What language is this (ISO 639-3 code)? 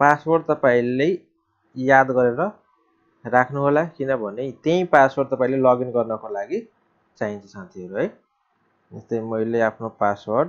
nep